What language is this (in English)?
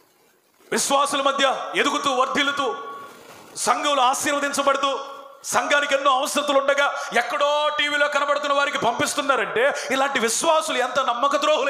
Telugu